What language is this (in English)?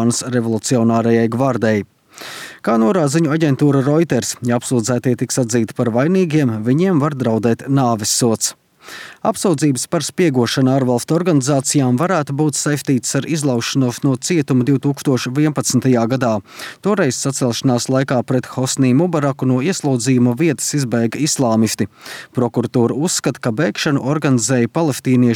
Latvian